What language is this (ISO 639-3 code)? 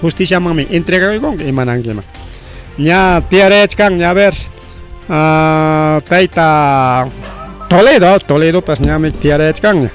quy